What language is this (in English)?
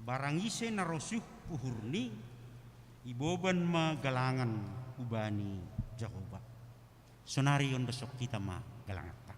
Batak Simalungun